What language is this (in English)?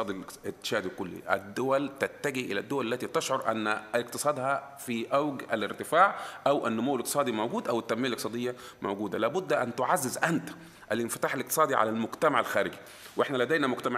Arabic